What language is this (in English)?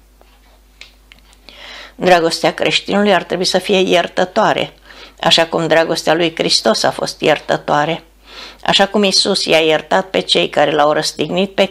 Romanian